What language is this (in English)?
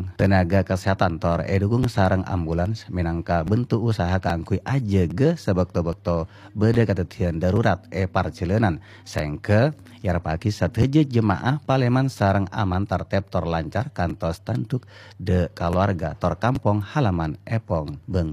Madurese